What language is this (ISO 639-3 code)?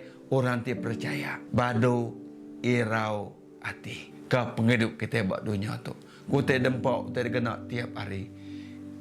iba